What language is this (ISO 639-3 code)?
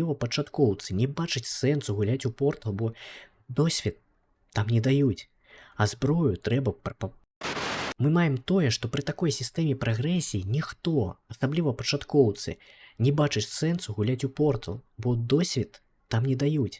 bel